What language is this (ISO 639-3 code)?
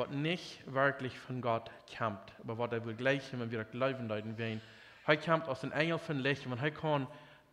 pdt